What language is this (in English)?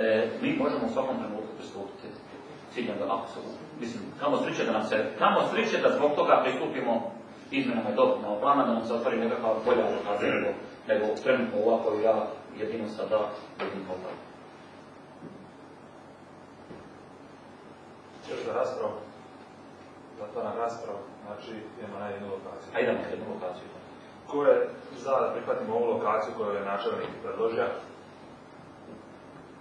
Croatian